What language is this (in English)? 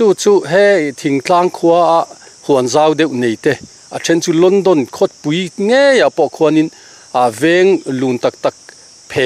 Mizo